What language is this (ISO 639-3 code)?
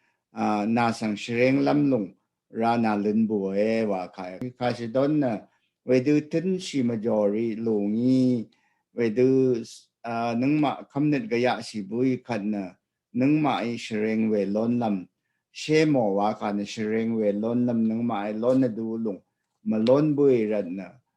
raw